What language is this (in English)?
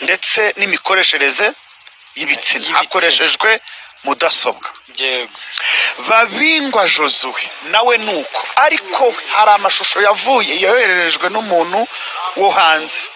Kinyarwanda